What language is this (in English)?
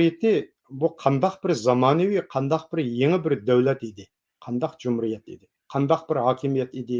Uyghur